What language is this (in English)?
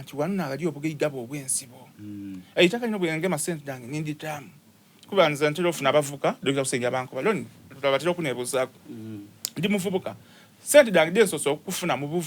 Soga